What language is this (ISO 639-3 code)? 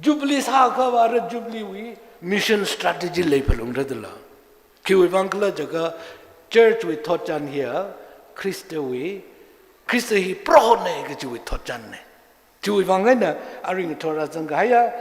nmf